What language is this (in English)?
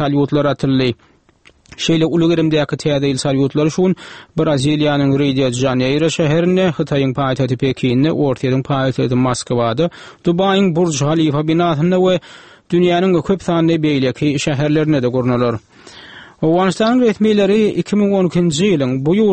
Turkmen